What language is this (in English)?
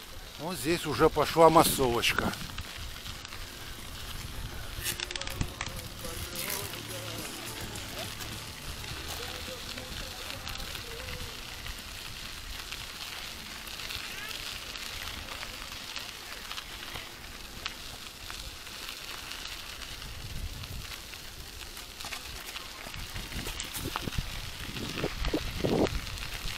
Russian